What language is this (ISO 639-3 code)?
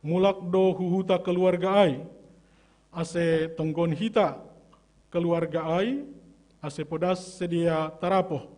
bts